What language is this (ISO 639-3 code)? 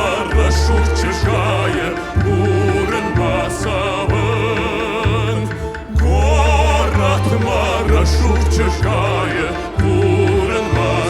oss